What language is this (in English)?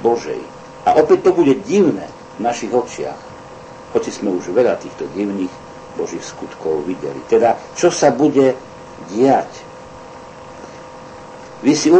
Slovak